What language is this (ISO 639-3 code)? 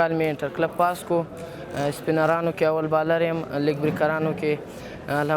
pus